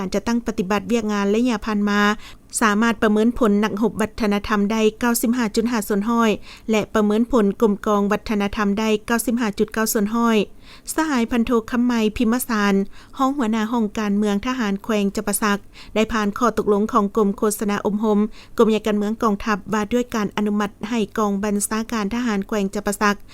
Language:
Lao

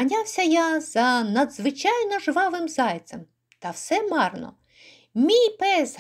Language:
Ukrainian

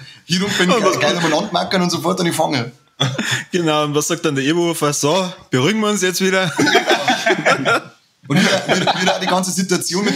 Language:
Bavarian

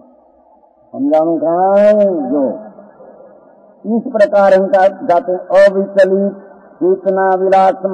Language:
Hindi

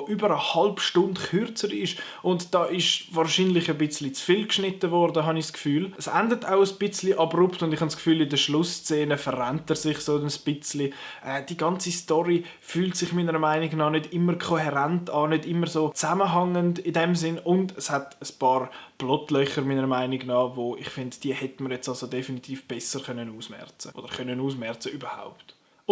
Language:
Swiss German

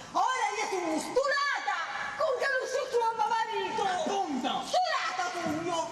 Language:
Sicilian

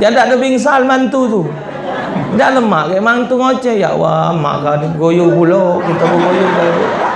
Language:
Musi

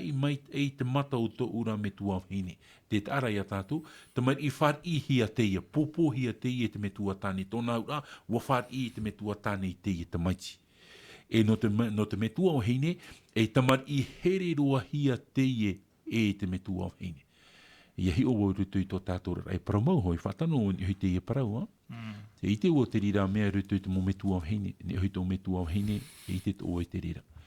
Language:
Tahitian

